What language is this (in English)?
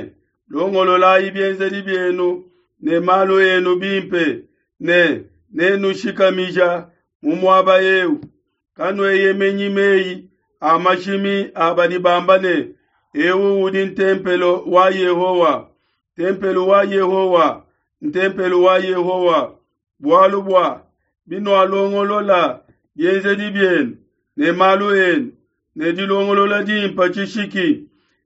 Luba-Lulua